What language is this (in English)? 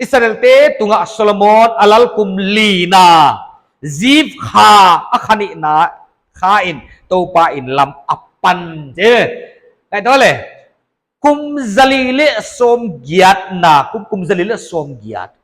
Paite Chin